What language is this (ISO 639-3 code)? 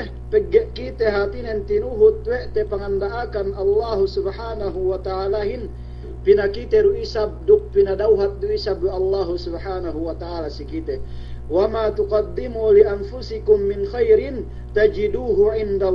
yka